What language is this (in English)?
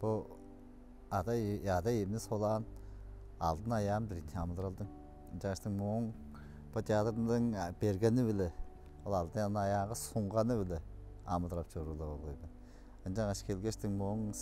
Tuvinian